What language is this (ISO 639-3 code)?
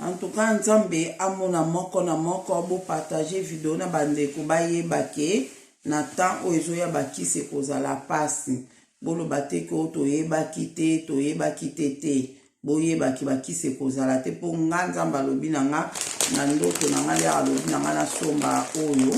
lin